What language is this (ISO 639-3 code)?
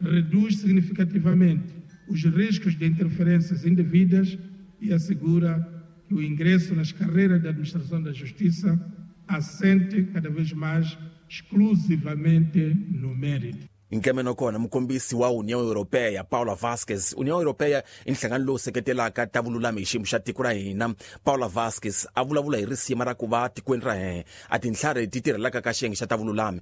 tso